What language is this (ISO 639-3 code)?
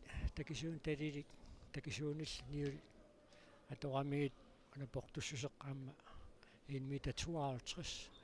kal